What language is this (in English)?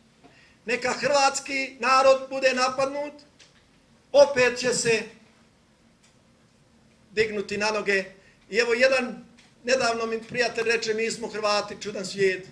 Croatian